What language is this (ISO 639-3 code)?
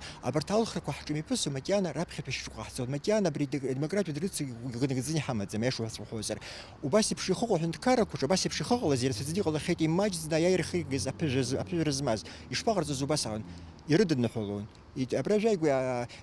abk